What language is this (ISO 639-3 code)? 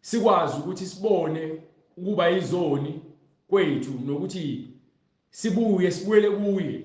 zul